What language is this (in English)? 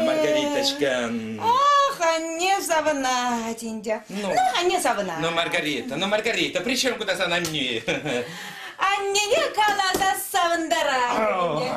Chuvash